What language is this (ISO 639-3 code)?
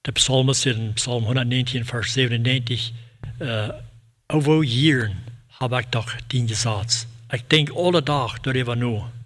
pdt